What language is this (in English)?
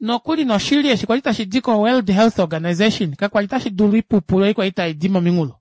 Kuanyama